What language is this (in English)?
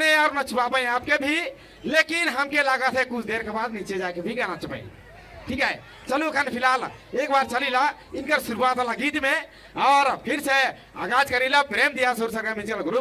Sadri